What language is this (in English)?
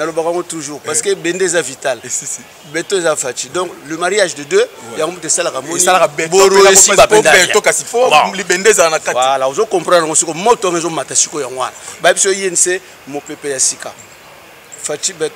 Lingala